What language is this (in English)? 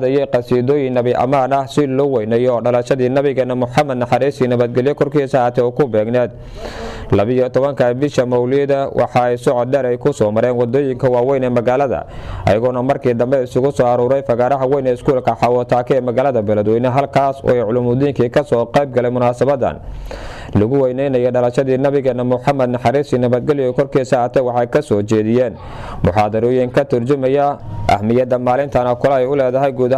Somali